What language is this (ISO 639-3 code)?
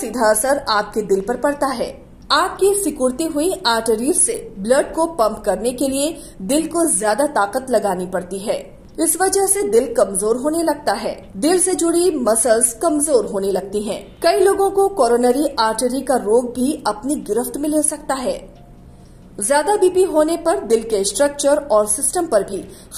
hin